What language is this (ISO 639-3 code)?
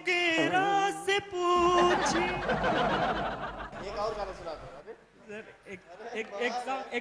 bho